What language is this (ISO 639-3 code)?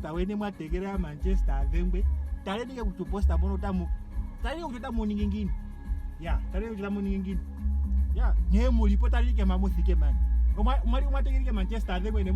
ndo